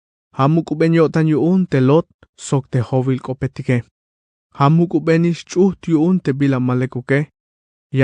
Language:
Tzeltal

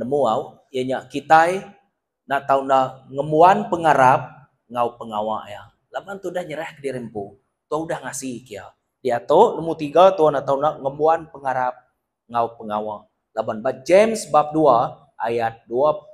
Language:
Iban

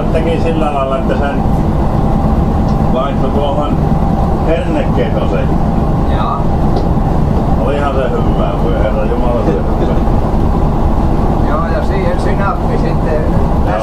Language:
Finnish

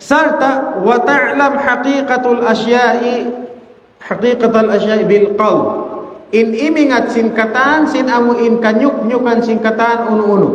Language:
Tausug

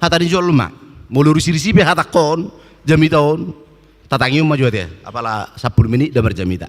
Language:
Batak Toba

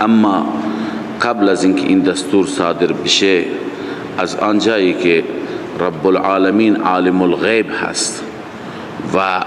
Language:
Persian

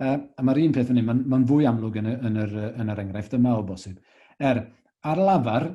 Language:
Welsh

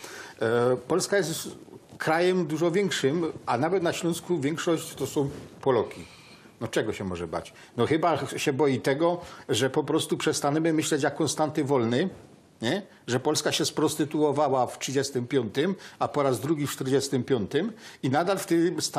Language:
Silesian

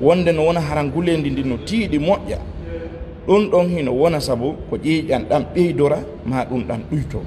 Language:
Fula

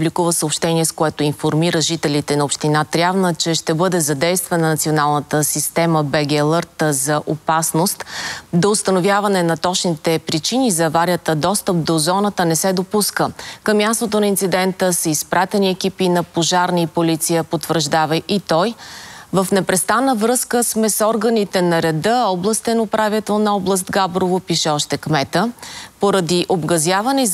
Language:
Bulgarian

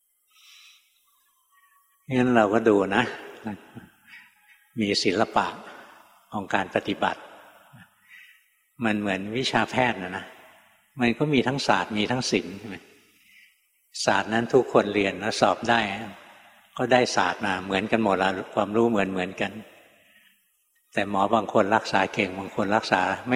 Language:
Thai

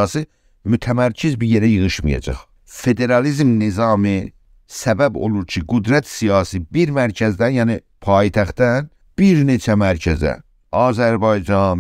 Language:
South Azerbaijani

